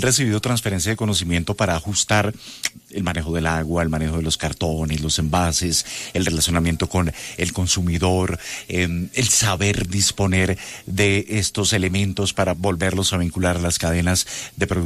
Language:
Spanish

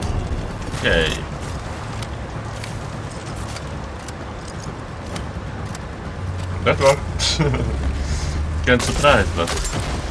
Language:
English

